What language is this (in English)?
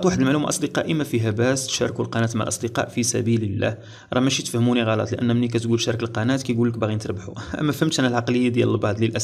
Moroccan Arabic